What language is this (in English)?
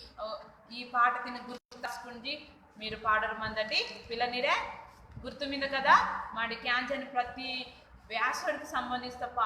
Koya